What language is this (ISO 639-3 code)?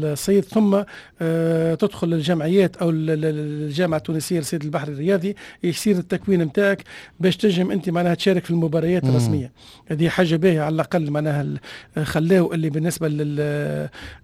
aeb